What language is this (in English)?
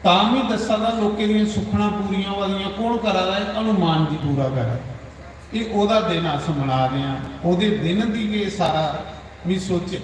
Dogri